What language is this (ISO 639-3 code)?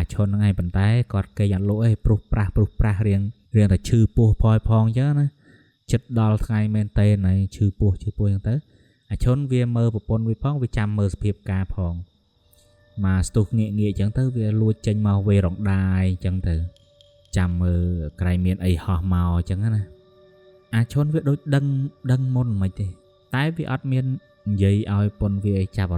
khm